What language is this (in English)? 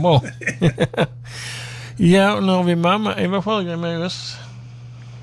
Swedish